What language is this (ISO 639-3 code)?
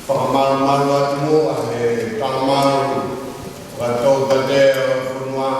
ton